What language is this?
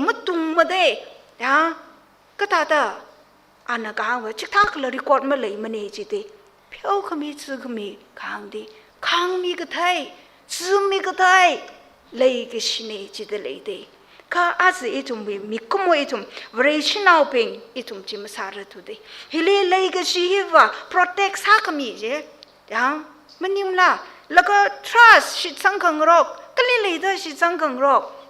Tangkhul Naga (India)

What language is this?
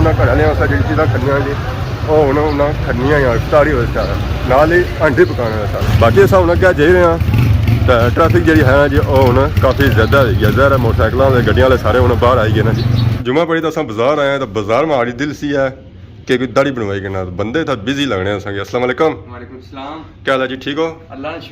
Pahari-Potwari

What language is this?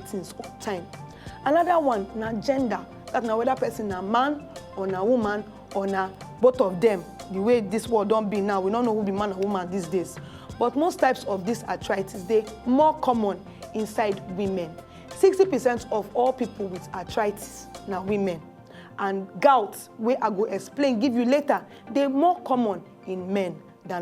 Nigerian Pidgin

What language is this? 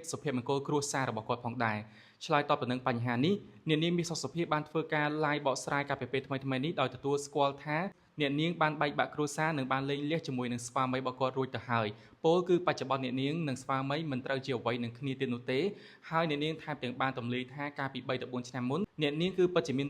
Khmer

